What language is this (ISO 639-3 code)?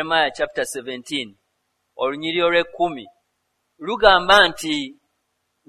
lug